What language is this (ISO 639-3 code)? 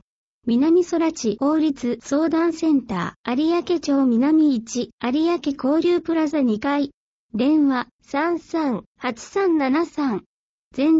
jpn